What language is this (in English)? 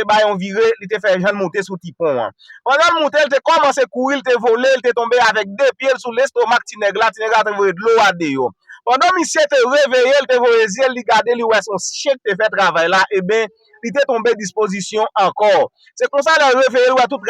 Haitian Creole